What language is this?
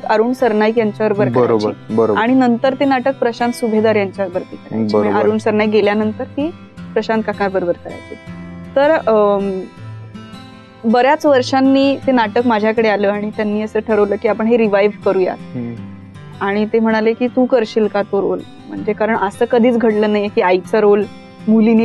Marathi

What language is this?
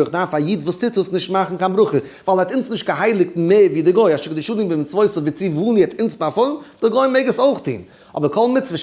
Yiddish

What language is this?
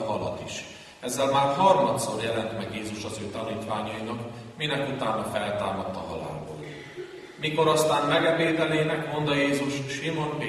Hungarian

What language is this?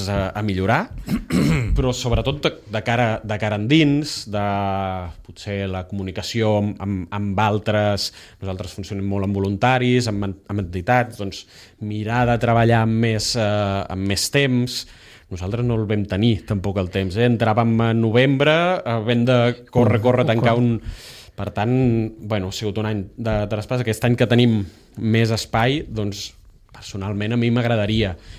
Catalan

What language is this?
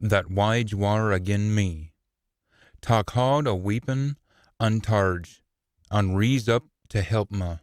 Scots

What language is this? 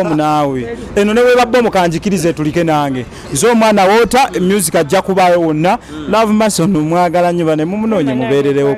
Ganda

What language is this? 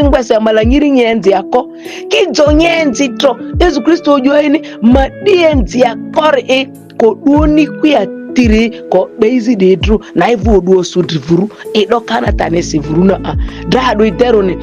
Ma'di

